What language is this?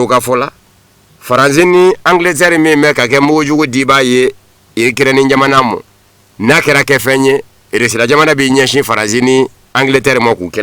Bambara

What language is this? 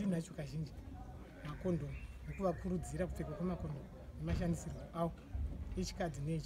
Shona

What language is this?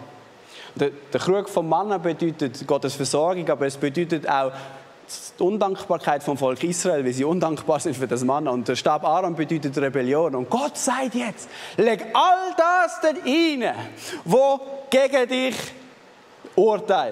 Swiss German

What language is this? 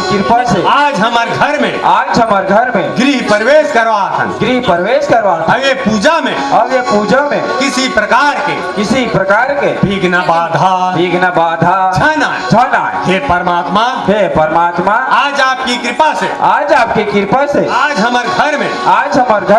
Chhattisgarhi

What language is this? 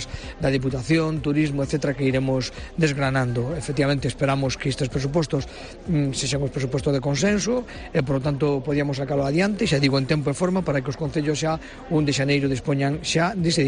Galician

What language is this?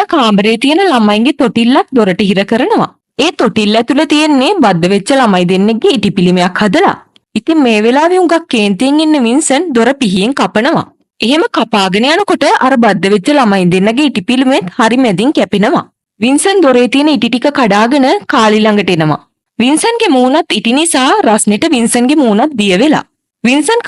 Sinhala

